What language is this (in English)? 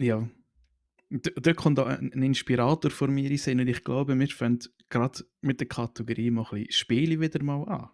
Swiss German